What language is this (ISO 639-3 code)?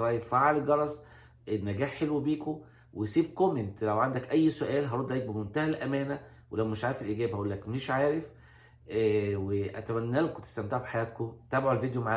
arz